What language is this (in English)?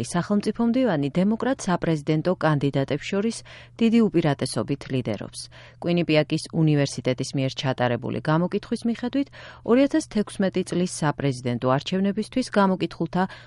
Georgian